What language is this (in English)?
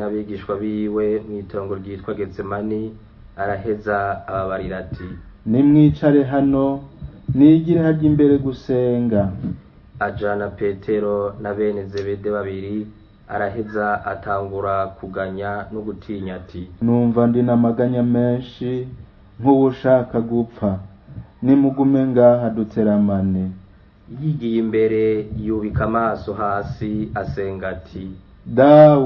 Rundi